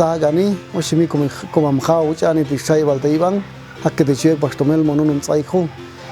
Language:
Popti'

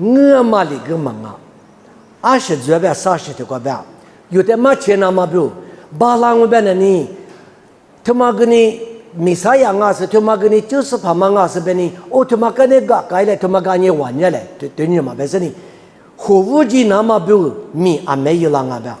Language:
Lisu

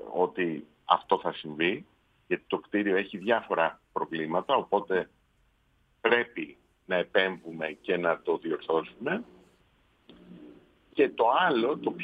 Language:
Greek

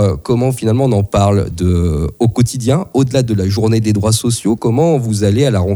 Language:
French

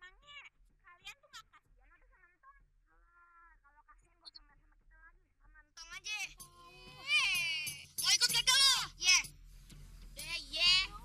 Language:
Betawi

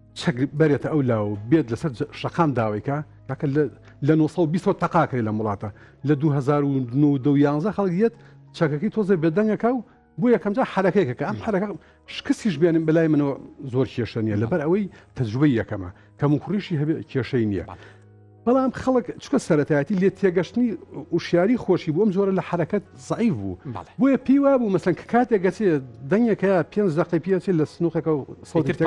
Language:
Central Kurdish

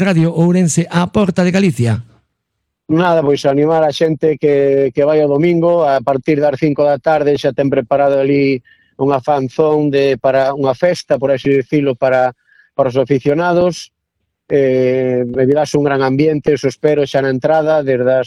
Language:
Galician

